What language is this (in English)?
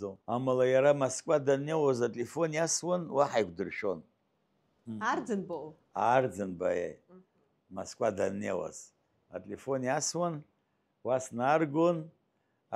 Abkhazian